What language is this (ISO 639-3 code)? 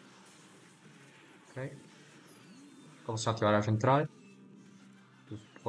ita